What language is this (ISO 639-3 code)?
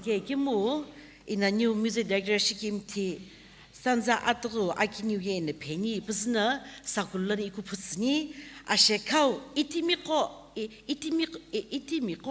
nsm